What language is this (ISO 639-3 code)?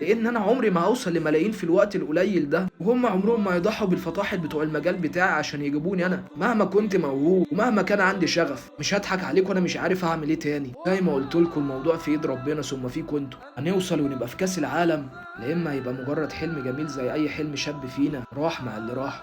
arz